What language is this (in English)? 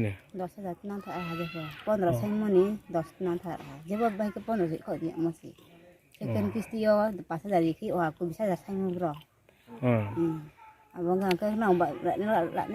Riang (India)